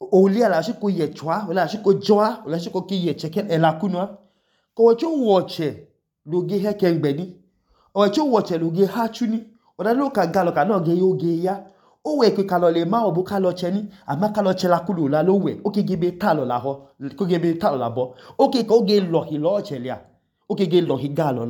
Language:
Idoma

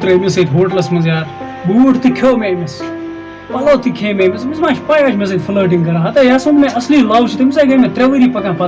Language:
Kashmiri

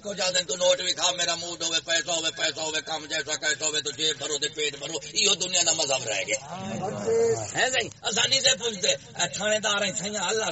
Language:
Saraiki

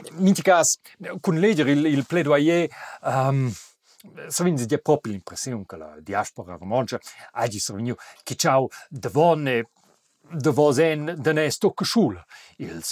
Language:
Romansh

